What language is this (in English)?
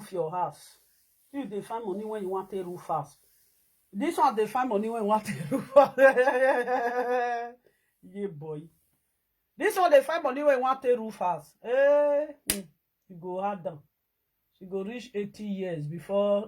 Nigerian Pidgin